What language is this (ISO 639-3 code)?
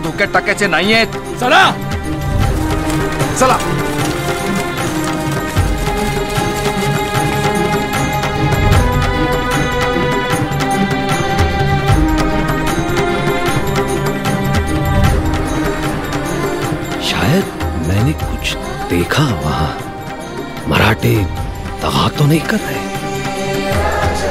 mar